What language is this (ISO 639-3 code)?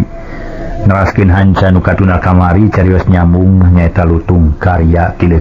sun